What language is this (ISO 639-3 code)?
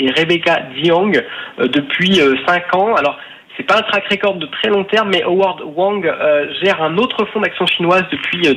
fra